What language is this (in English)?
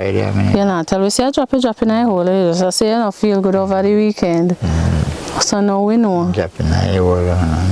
Jamaican Creole English